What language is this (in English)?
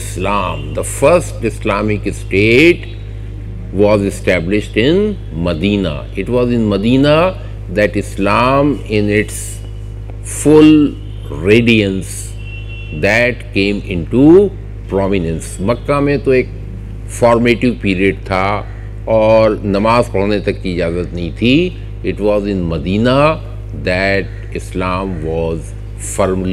Urdu